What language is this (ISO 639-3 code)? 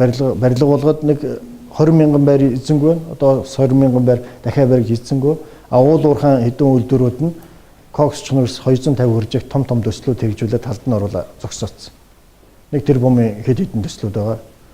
mon